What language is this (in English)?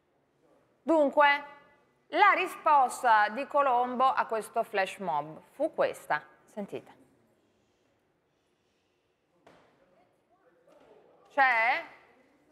Italian